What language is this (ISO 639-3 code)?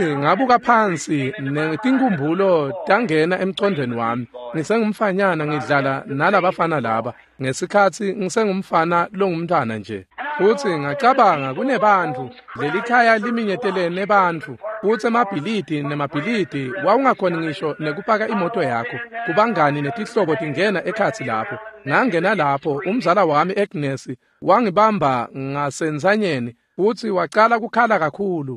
ssw